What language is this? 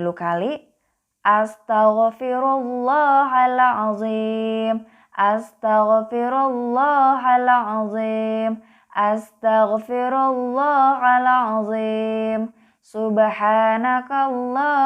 Sundanese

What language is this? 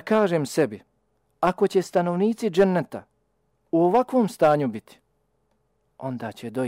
Bosnian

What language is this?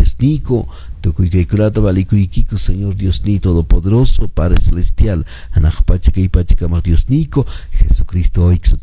Quechua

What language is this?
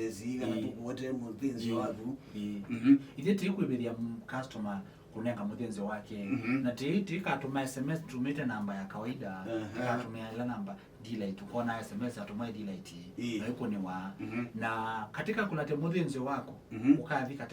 Kamba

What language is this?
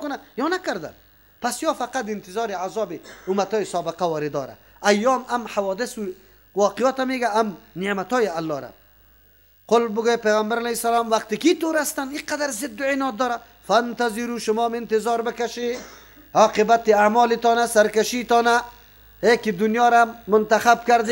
Persian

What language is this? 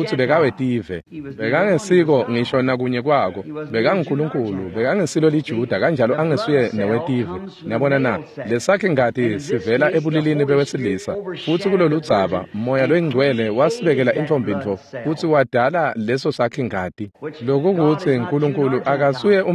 Swati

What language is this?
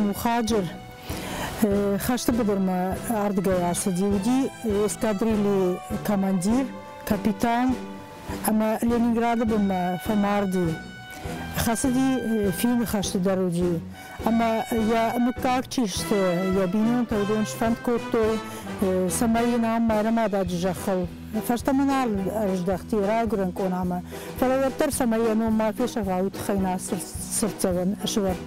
Ossetic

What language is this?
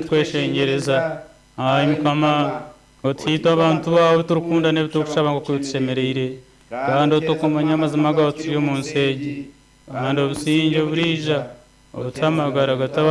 Nyankole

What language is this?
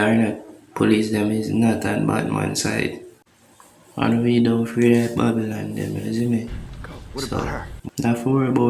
Jamaican Creole English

